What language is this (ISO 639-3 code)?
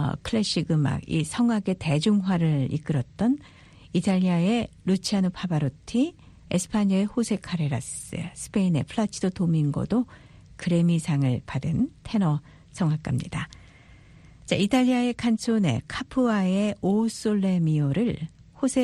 kor